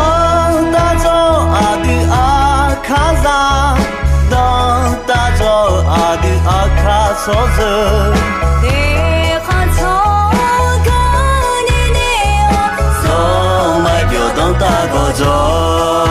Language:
Akha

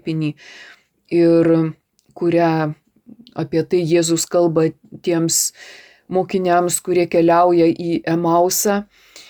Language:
Lithuanian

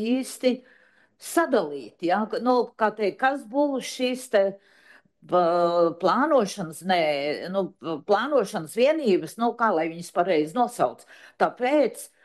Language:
Latvian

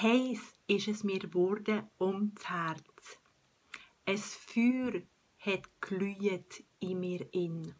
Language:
Swiss German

